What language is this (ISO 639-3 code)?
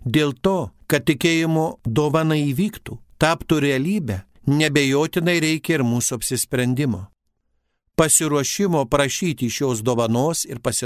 lit